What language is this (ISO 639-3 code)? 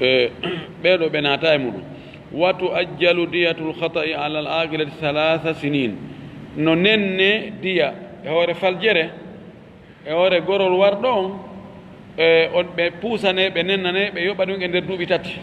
ful